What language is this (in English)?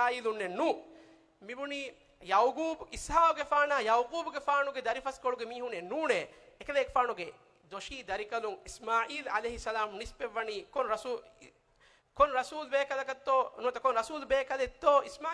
Divehi